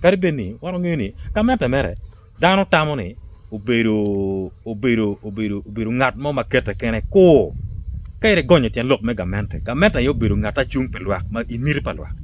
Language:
Acoli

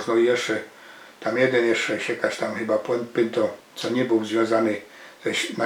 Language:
Silesian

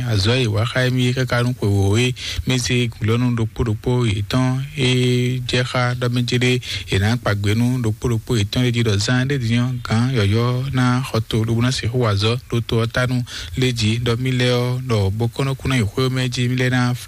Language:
Fon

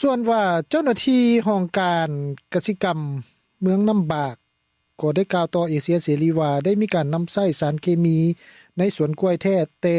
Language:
Lao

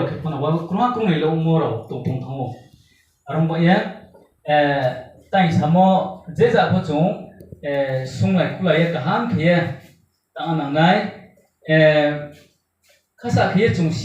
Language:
Riang (India)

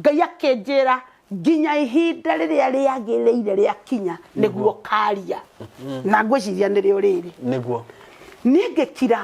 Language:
Kikuyu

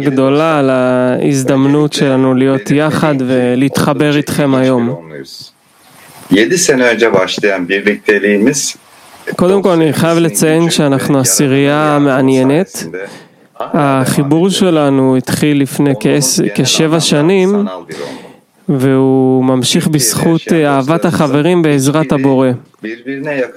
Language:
Hebrew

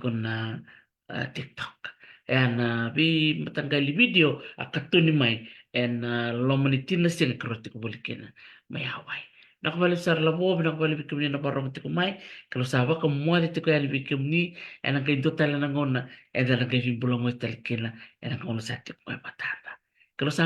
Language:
Fijian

